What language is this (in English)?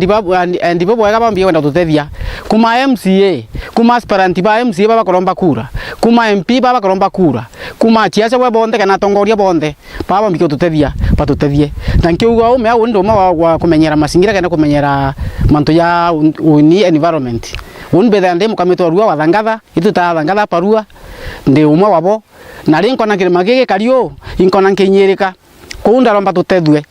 Meru